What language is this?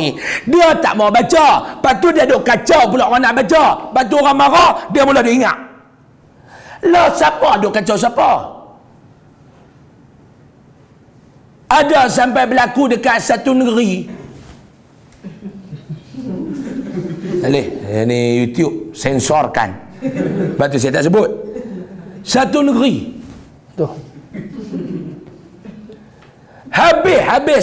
Malay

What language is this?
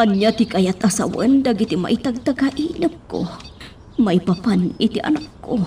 Iloko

